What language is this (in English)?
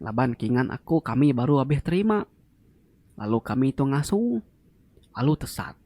Iban